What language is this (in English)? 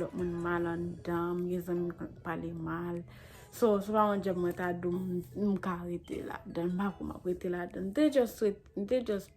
Haitian Creole